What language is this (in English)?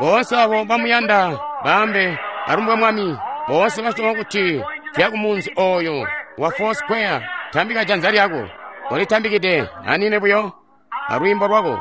Tonga (Zambia)